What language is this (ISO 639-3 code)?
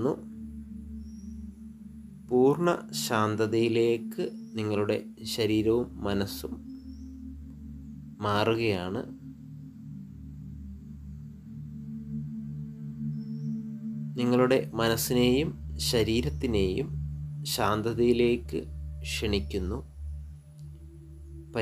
mal